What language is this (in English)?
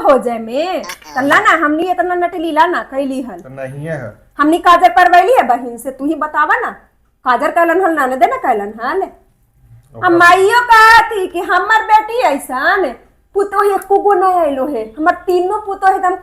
Magahi